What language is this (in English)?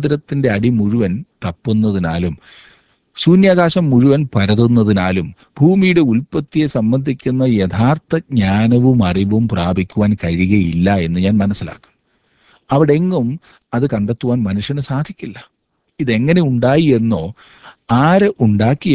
Malayalam